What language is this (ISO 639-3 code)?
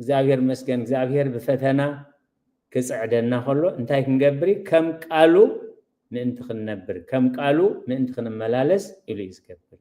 tir